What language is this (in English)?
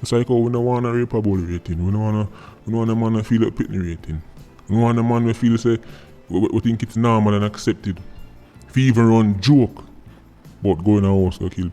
Jamaican Creole English